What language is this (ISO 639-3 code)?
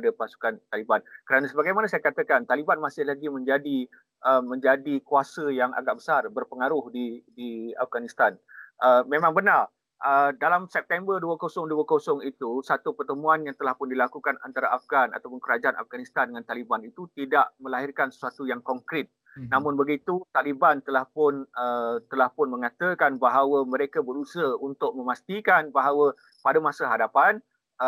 msa